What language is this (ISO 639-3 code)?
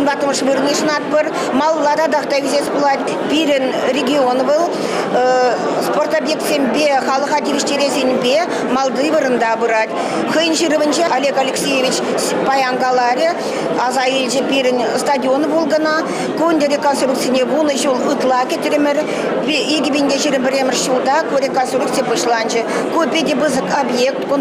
chv